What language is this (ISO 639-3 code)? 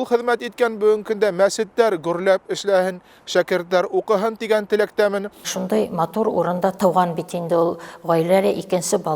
bak